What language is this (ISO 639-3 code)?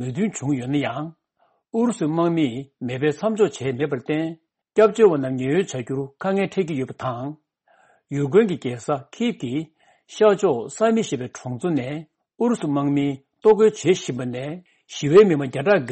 bod